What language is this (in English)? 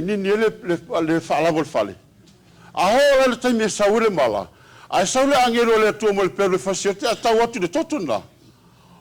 Samoan